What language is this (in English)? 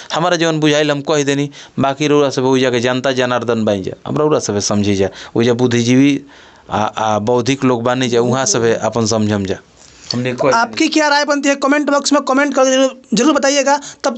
Bhojpuri